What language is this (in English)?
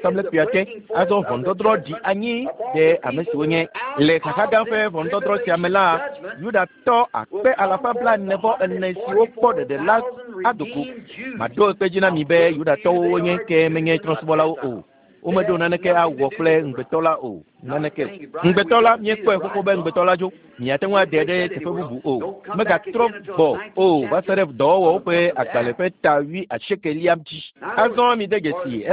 Ewe